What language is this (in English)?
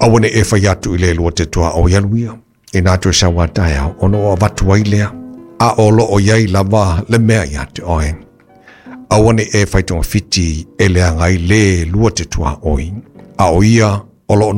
Samoan